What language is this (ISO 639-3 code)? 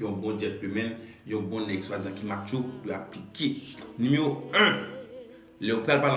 hat